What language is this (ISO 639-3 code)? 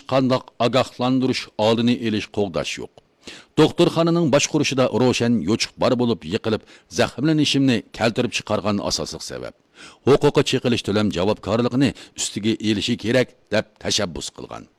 uig